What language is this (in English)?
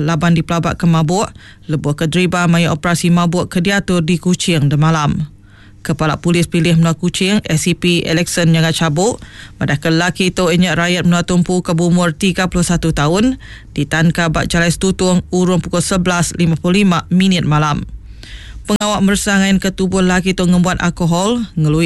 Iban